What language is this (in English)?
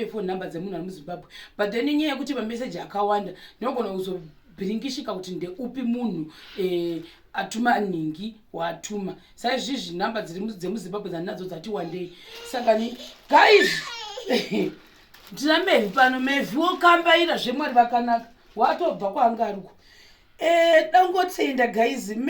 Shona